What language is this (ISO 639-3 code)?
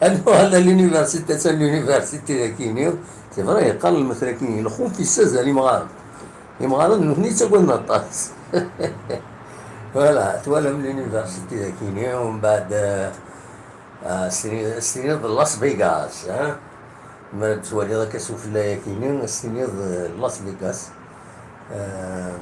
kab